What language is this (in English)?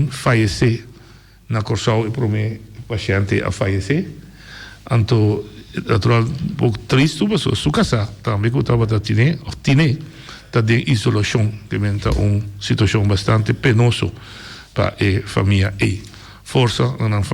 Papiamento